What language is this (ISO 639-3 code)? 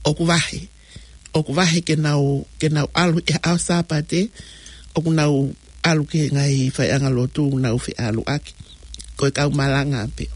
ton